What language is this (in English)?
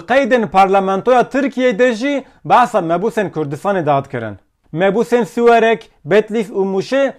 Kurdish